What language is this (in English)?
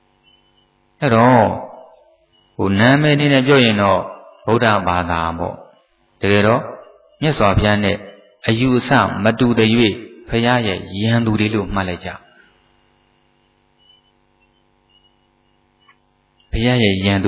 Burmese